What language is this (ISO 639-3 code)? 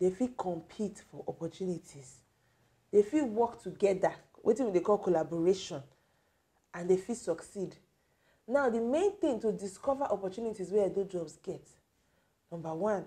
pcm